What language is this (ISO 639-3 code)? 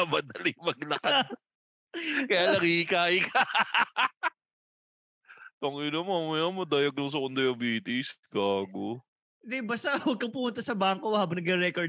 fil